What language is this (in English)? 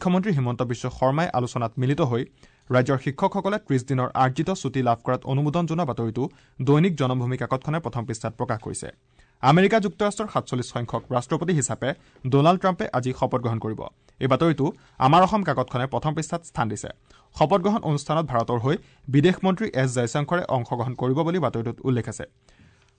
Assamese